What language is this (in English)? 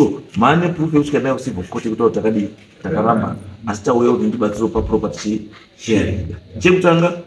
Shona